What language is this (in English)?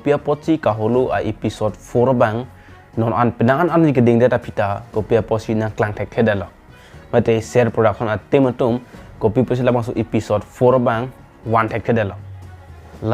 Karbi